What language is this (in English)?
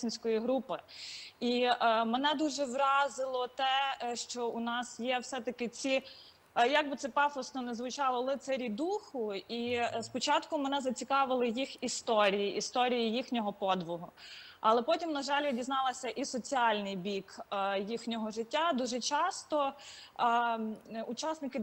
Ukrainian